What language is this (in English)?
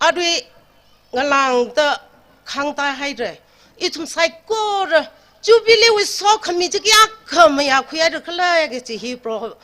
Tangkhul Naga (India)